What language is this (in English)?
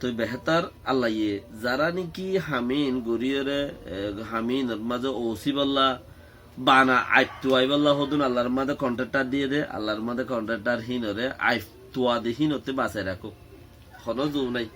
Rohingya